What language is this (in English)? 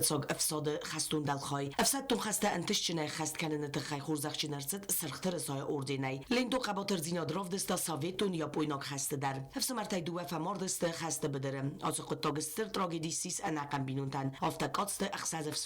Ossetic